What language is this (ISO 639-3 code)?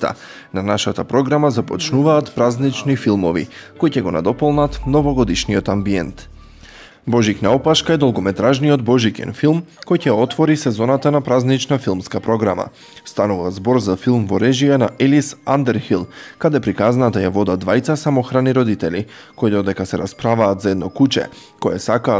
mkd